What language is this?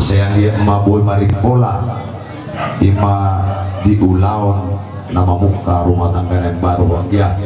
Batak Toba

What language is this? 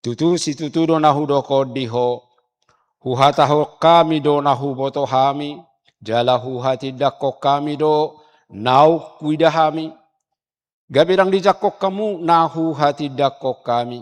Batak Toba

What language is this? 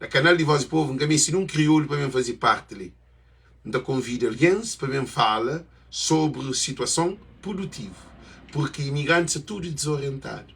Kabuverdianu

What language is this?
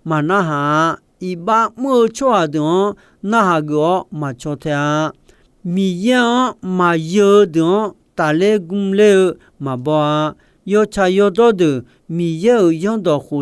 Akha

